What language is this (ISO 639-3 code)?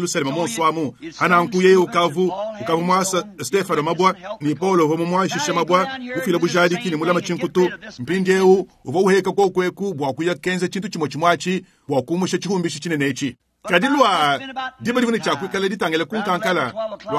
lua